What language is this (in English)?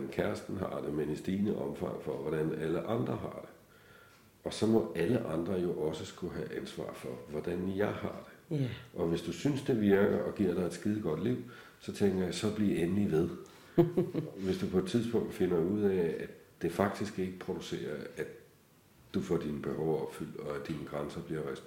Danish